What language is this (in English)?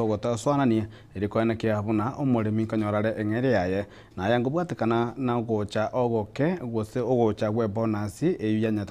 Gusii